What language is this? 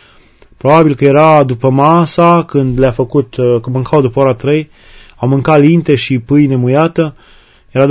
Romanian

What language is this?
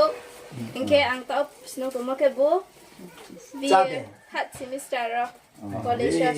Riang (India)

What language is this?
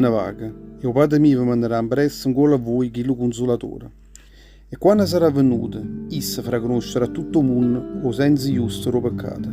Neapolitan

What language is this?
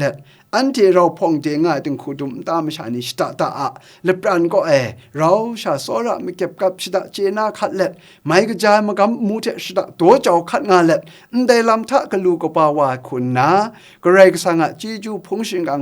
Kachin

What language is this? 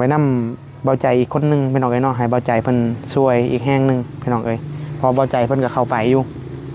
Northeastern Thai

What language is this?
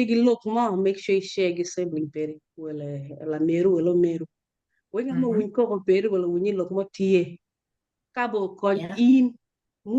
Acoli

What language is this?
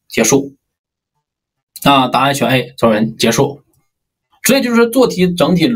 Chinese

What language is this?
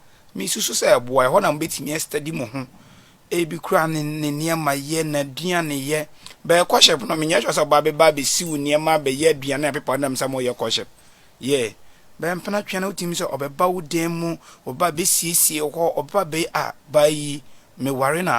Akan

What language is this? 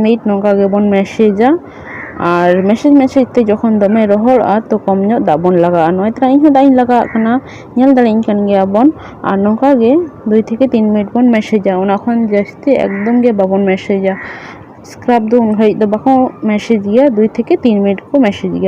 Santali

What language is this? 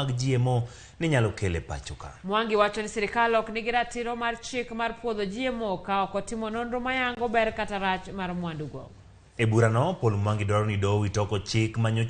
Luo (Kenya and Tanzania)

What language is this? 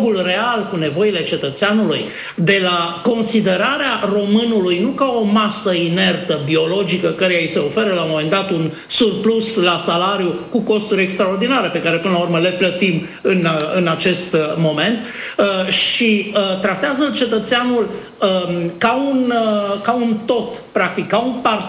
Romanian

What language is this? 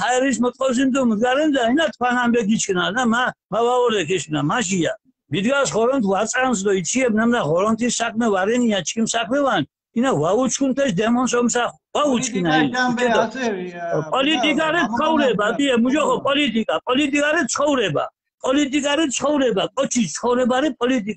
Mingrelian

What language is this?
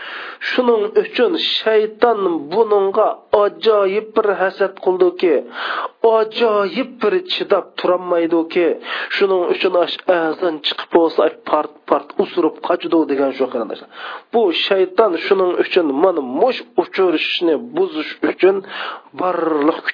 Uyghur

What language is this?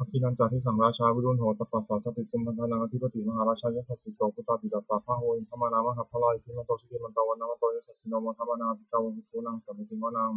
Pali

